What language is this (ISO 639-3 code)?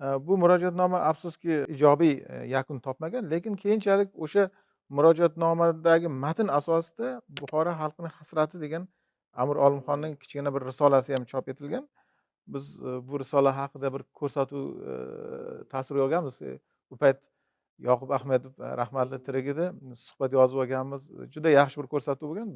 uzb